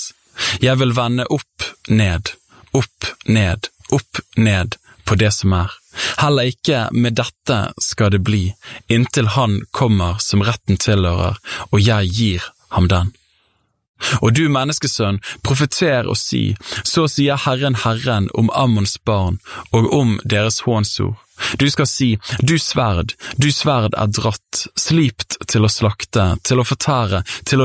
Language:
Norwegian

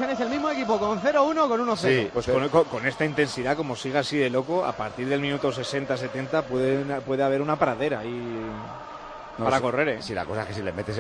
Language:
Spanish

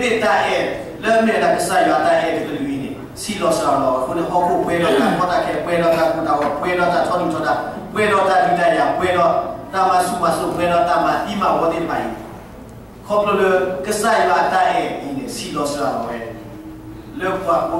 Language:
S'gaw Karen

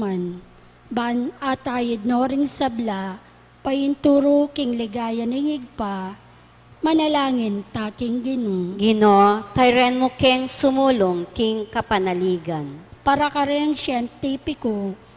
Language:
Pampanga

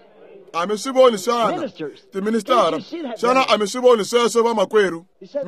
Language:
Tsonga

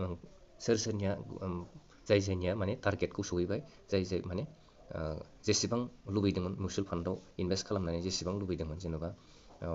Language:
Bodo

